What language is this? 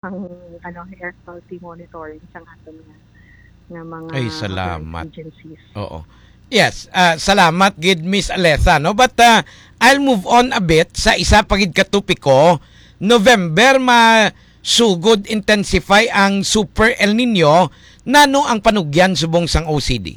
Hiligaynon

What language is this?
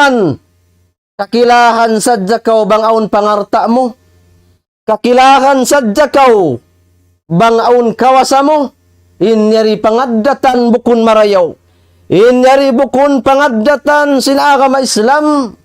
Tausug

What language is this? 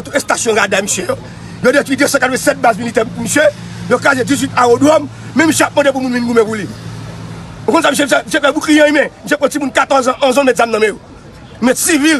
Haitian Creole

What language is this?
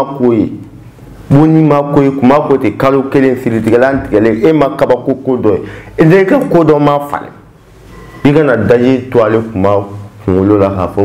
Bambara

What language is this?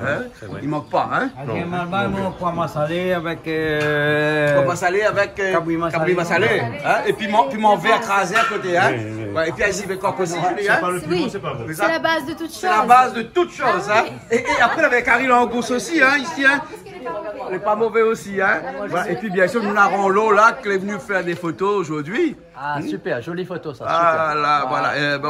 Réunion Creole French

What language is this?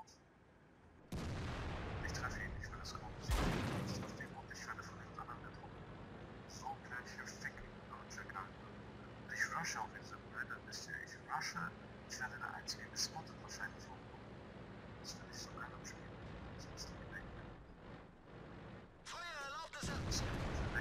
German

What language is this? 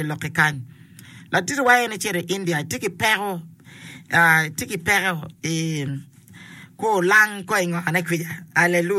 Acoli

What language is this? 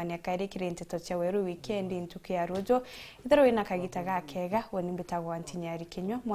Meru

